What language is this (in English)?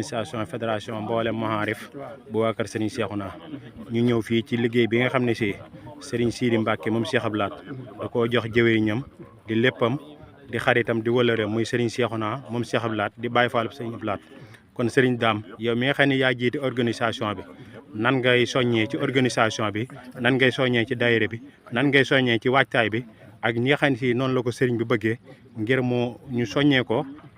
Wolof